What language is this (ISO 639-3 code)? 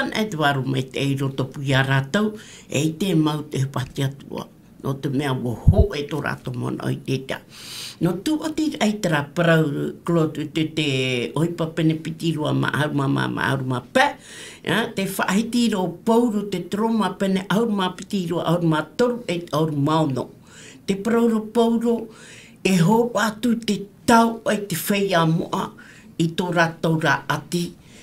tah